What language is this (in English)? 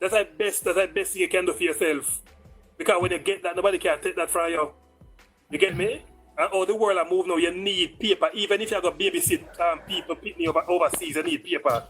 Jamaican Creole English